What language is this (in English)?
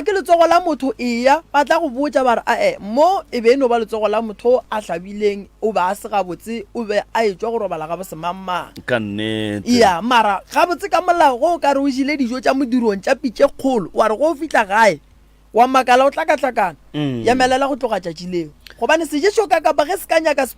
Northern Sotho